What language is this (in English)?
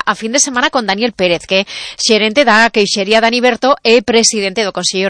Galician